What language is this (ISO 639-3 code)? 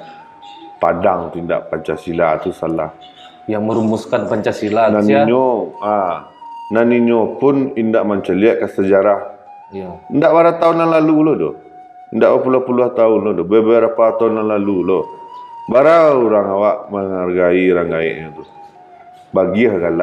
min